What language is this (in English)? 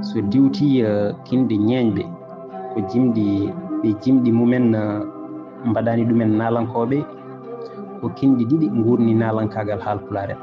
Fula